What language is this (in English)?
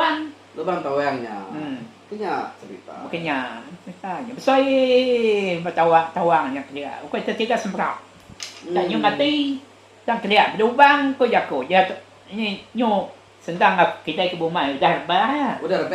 Iban